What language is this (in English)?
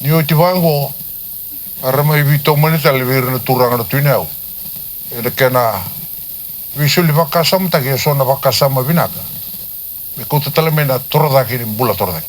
Fijian